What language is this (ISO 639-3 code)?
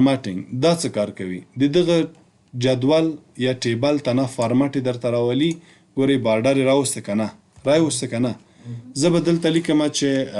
pus